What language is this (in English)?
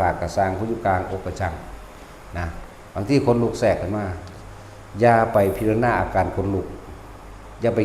Northeastern Thai